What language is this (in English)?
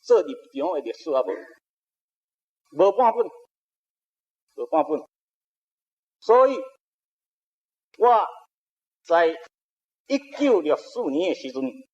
Min Nan Chinese